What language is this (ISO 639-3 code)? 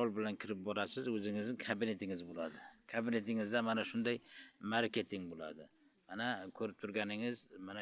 uzb